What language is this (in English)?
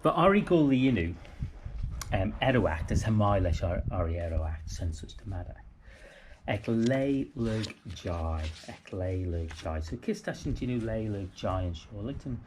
Manx